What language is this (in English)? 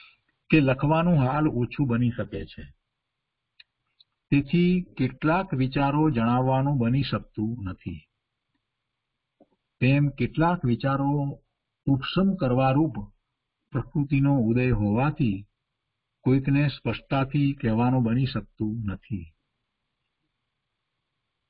Gujarati